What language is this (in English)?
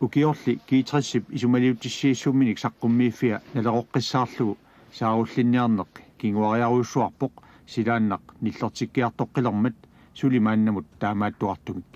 Kalaallisut